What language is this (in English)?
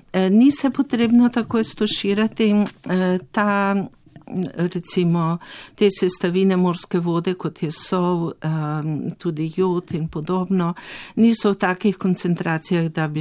Slovenian